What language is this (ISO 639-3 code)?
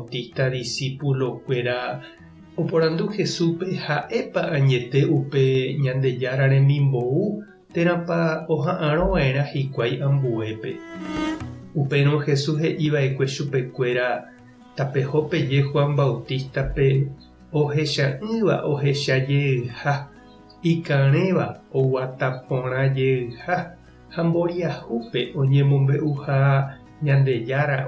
grn